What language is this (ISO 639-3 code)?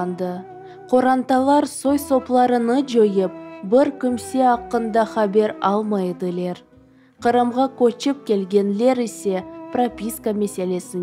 crh